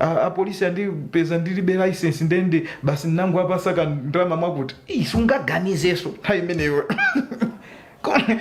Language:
Nyanja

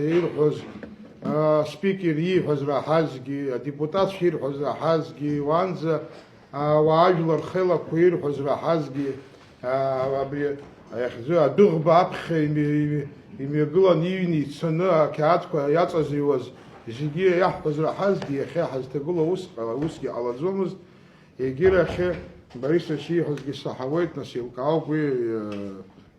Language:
Abkhazian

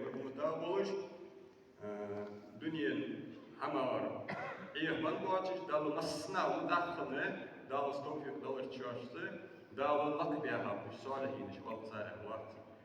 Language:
Ingush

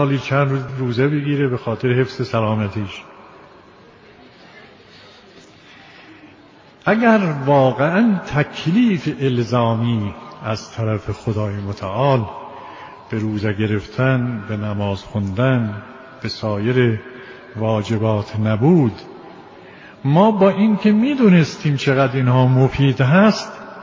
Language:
Persian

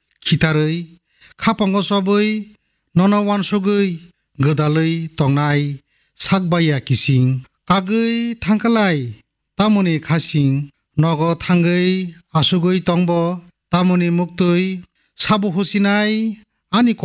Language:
Kok Borok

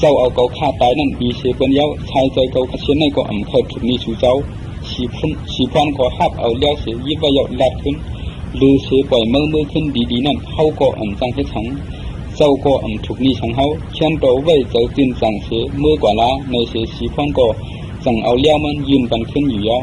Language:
Shan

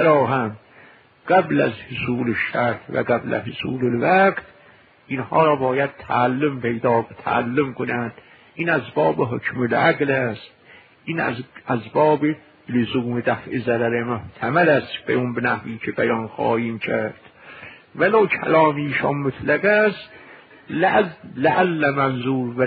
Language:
Persian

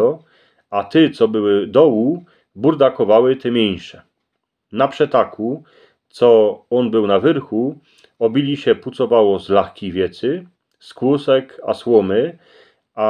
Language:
Silesian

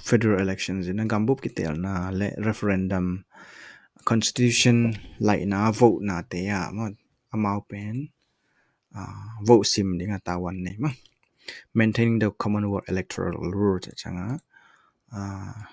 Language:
Tedim Chin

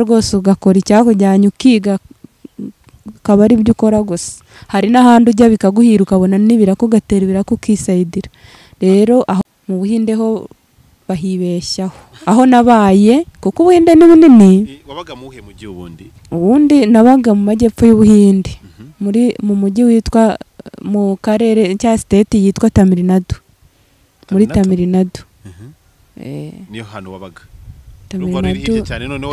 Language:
Kinyarwanda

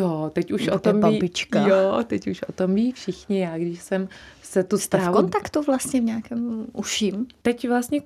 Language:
Czech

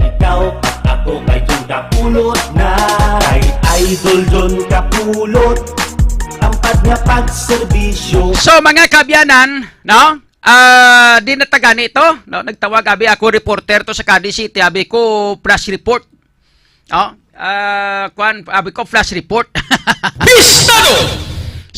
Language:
Hiligaynon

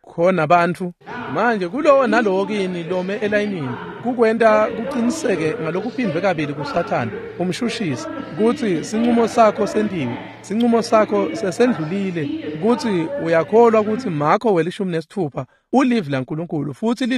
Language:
Swati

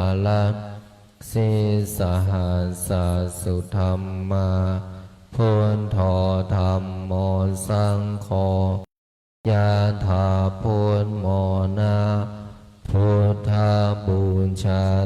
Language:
Pali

